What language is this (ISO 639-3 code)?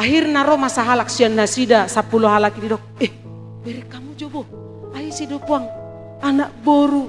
bbc